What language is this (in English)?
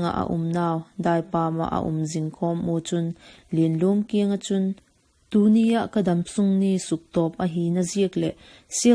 Vaiphei